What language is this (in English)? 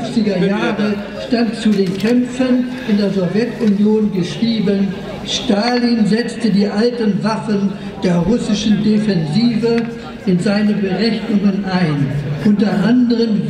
German